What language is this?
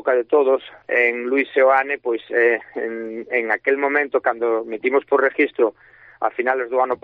Galician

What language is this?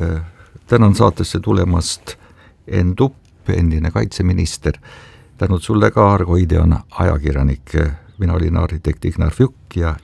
Estonian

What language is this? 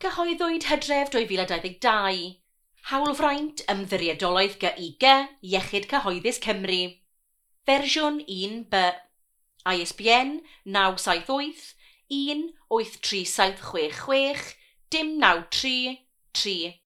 Welsh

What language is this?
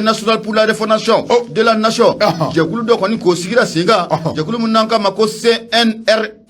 Bambara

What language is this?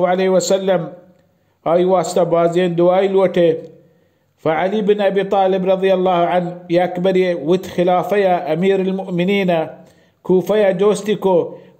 Baluchi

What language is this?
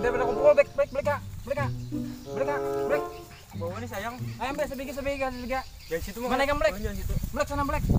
Banjar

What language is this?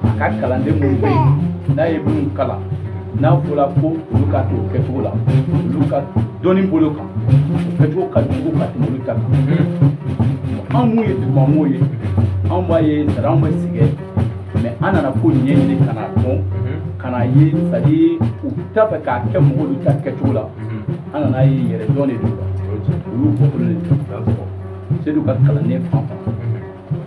Bambara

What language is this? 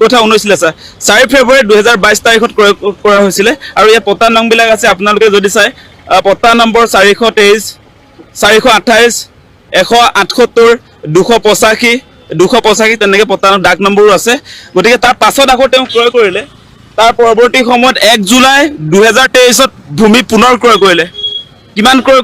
Assamese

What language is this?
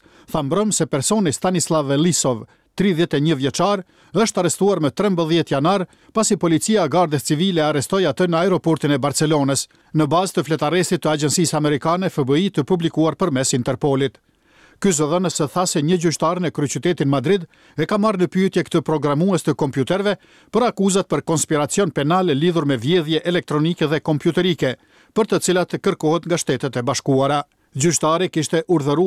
Albanian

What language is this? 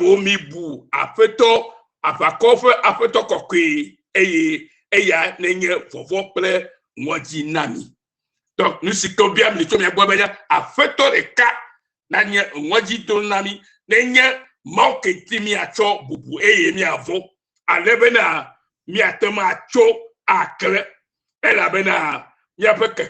Ewe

